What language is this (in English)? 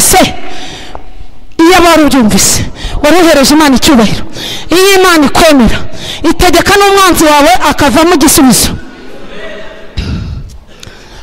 Kinyarwanda